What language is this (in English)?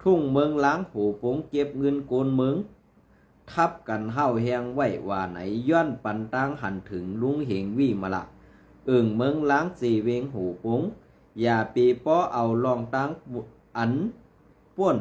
Shan